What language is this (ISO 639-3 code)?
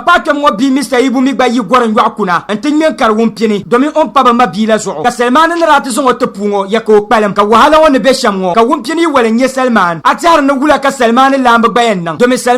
dag